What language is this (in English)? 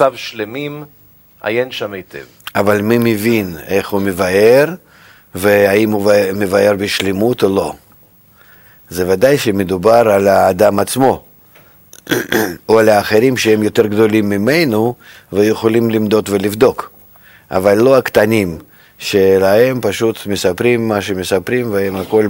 Hebrew